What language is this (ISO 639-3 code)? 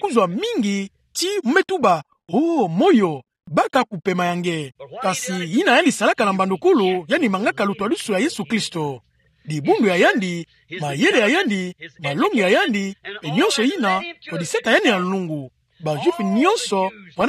ktu